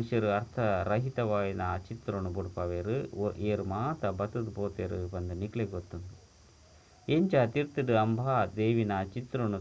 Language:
Tulu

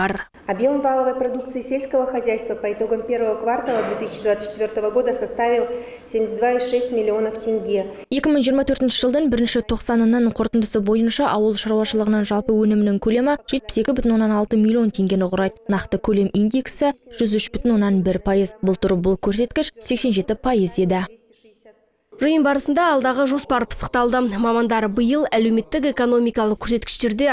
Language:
Kazakh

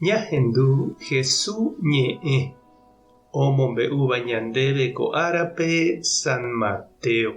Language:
Guarani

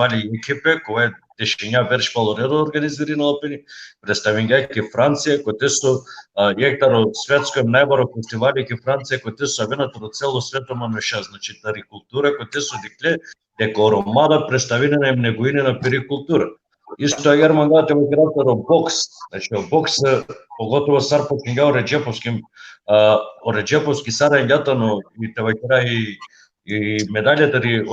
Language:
Balkan Romani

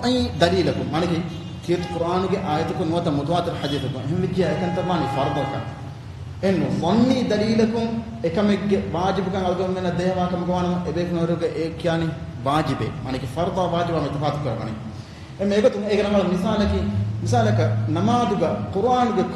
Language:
Divehi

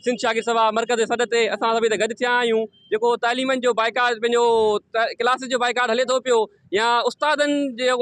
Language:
Sindhi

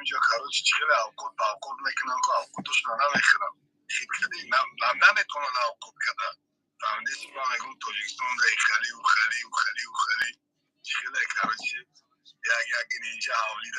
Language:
Tajik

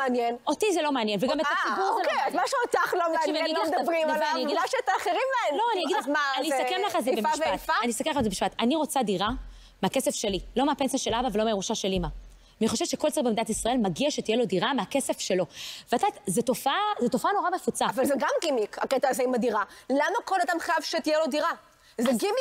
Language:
Hebrew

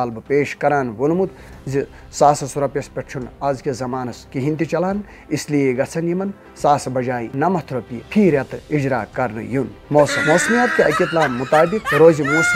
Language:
Kashmiri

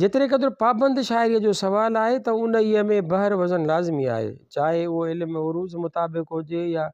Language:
Sindhi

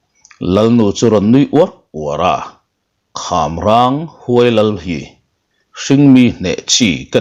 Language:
Mizo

